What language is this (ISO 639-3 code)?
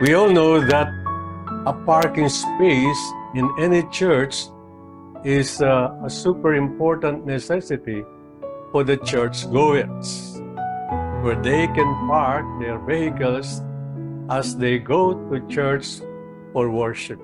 pam